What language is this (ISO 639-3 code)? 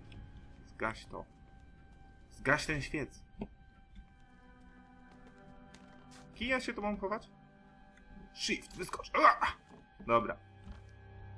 pol